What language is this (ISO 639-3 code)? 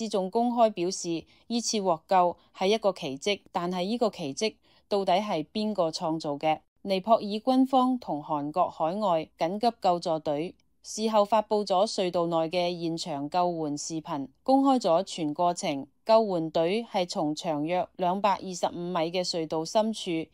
yue